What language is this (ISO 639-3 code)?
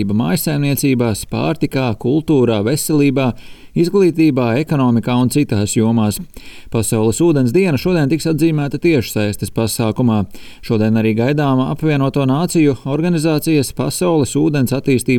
lav